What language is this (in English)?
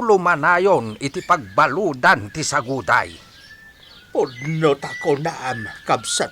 Iloko